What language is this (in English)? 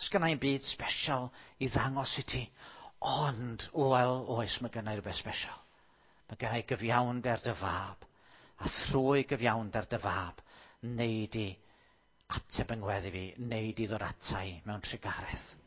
Welsh